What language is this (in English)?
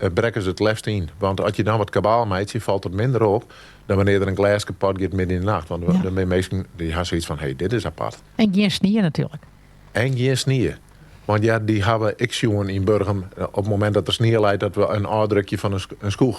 Western Frisian